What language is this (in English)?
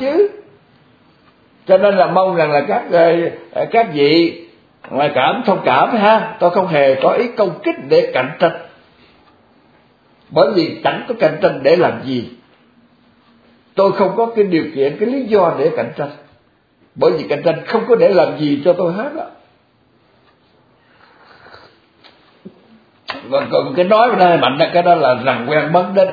Vietnamese